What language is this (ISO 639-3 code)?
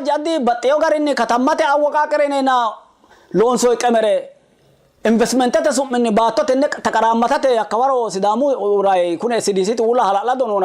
sid